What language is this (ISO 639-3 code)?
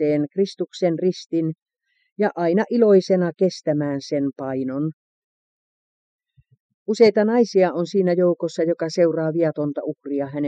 fin